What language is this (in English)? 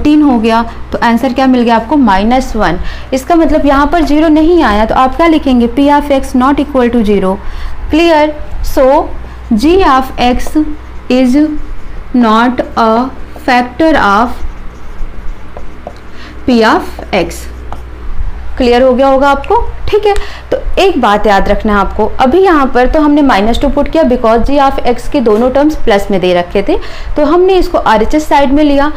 Hindi